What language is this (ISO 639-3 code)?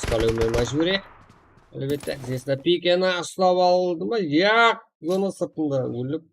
kaa